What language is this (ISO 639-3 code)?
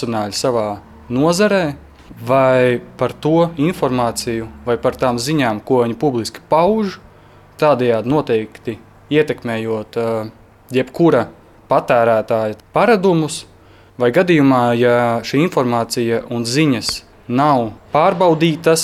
lav